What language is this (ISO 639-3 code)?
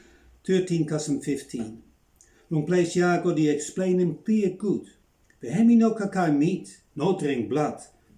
bis